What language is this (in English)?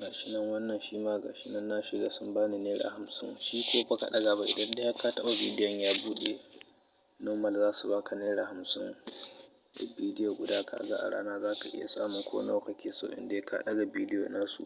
Hausa